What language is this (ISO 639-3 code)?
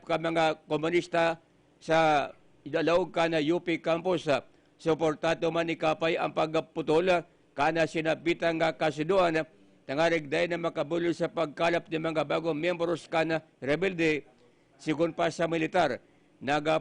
bik